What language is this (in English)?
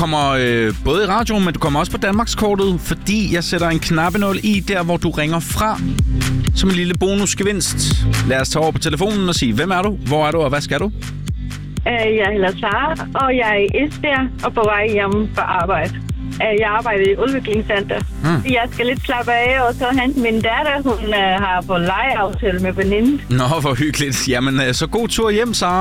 Danish